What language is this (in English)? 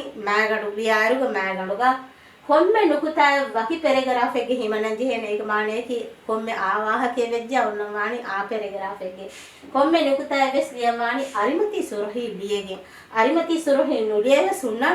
Divehi